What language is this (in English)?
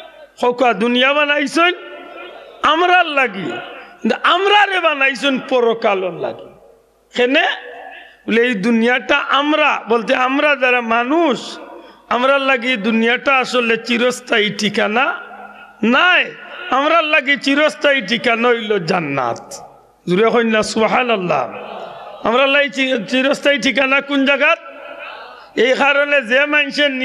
Sylheti